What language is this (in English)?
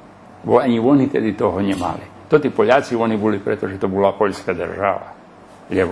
Rusyn